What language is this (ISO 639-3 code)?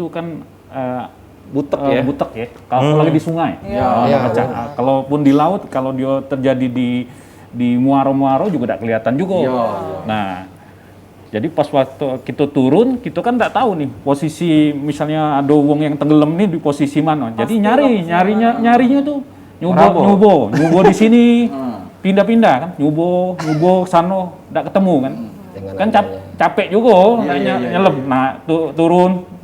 mui